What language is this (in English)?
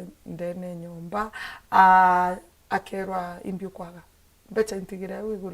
Meru